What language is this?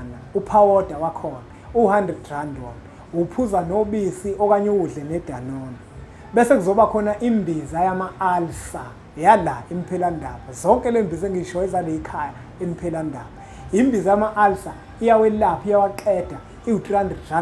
Zulu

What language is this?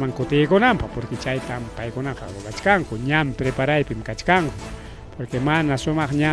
Ayacucho Quechua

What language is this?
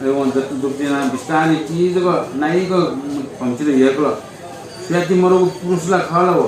Newari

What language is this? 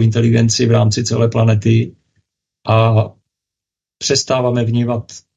Czech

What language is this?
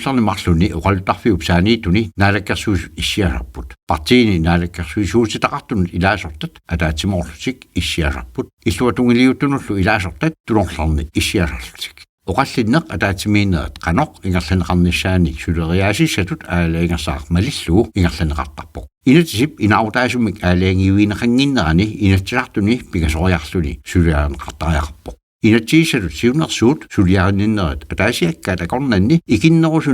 Kalaallisut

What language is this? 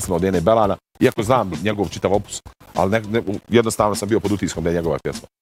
Bosnian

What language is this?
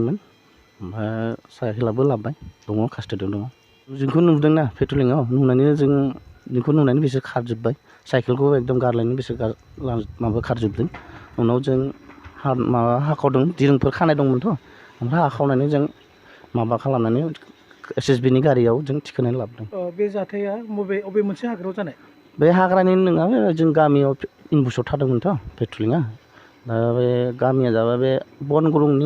Bodo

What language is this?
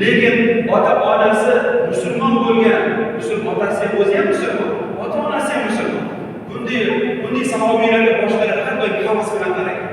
Uzbek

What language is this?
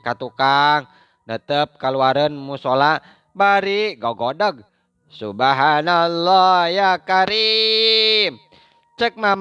Sundanese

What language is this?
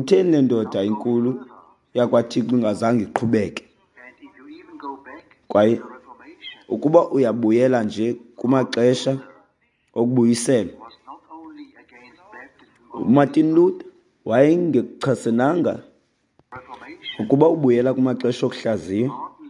Xhosa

